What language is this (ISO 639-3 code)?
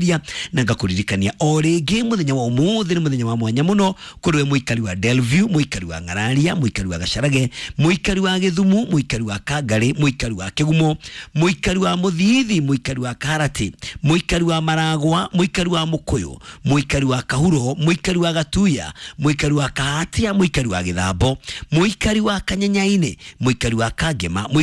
kik